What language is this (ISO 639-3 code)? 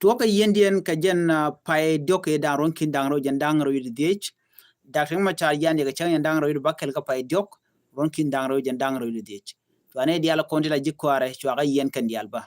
nus